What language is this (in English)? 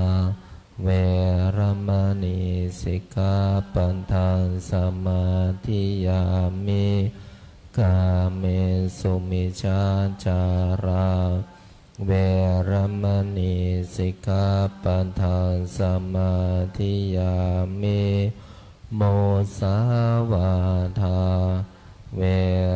Pali